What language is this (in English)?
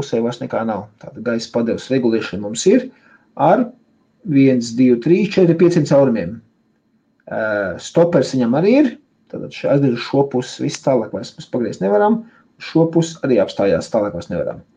Latvian